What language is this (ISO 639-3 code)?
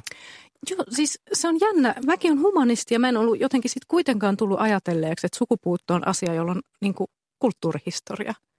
fin